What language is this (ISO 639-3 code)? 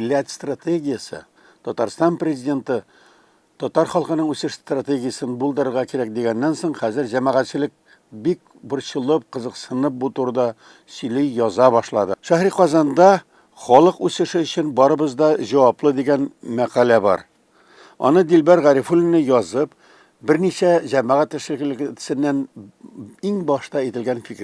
tat